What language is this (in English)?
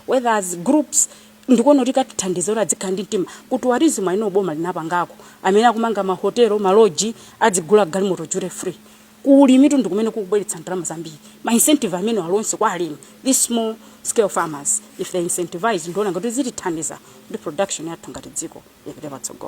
Nyanja